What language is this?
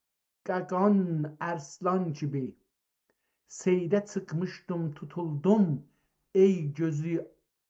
South Azerbaijani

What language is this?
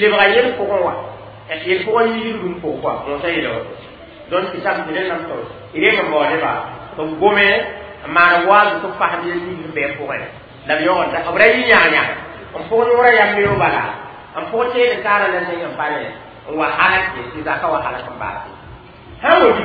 Mossi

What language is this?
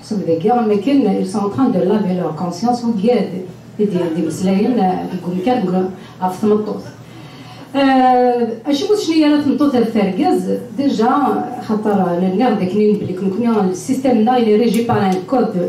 Kabyle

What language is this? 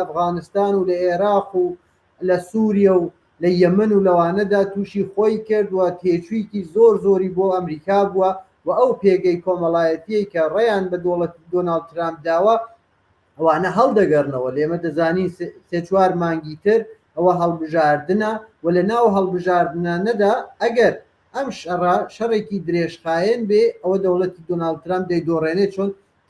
Central Kurdish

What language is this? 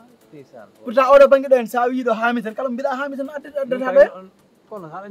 Fula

